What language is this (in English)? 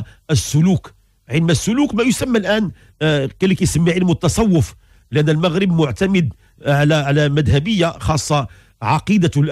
Moroccan Arabic